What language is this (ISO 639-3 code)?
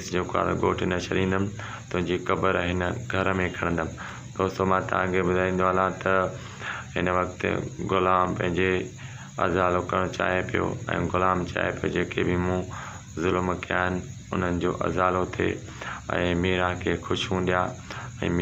snd